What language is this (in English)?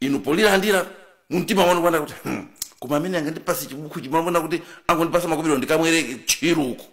Nyanja